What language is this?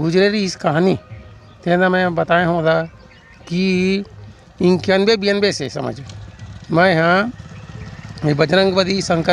Chhattisgarhi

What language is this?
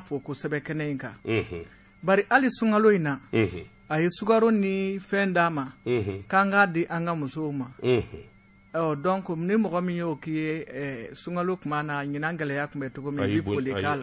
Bambara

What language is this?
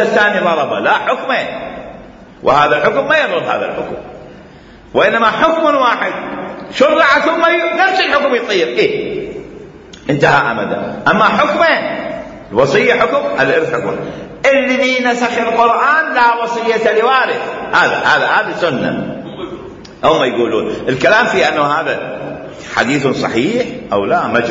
Mesopotamian Arabic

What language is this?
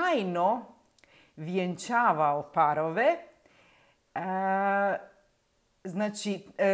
Croatian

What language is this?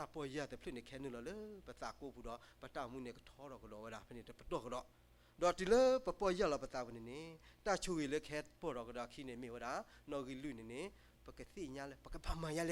S'gaw Karen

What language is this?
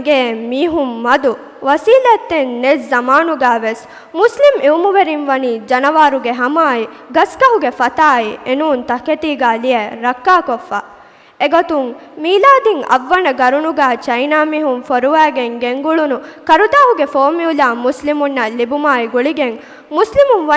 Divehi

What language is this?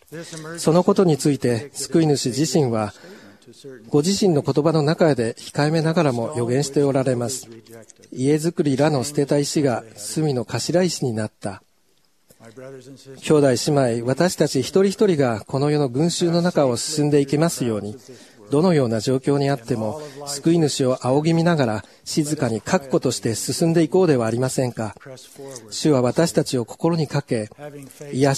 Japanese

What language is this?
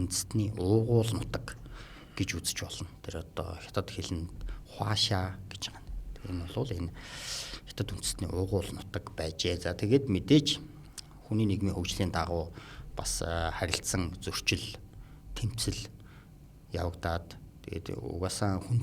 Mongolian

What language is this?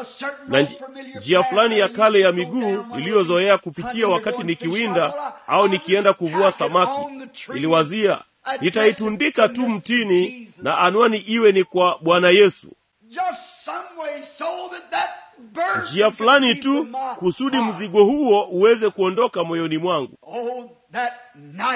Swahili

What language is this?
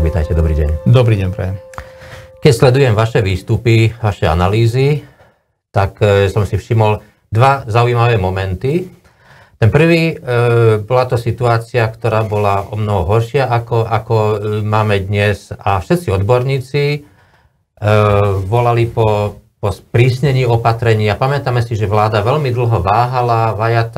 Slovak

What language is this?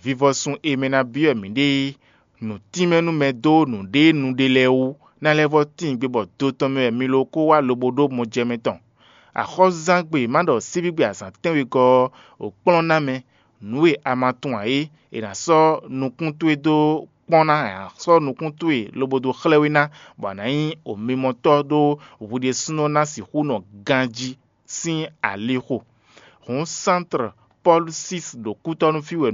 Fon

